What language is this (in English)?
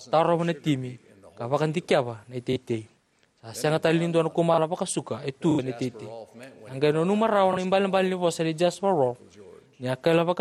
Fijian